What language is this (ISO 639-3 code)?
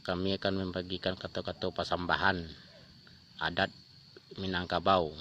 min